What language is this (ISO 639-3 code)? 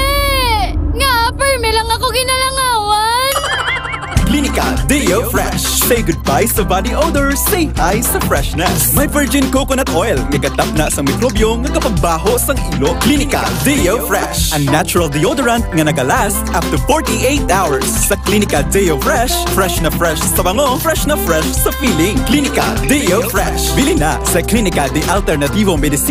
hil